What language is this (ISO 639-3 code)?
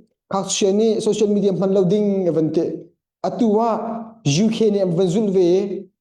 cnh